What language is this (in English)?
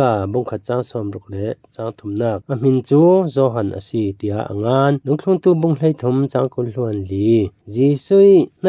Falam Chin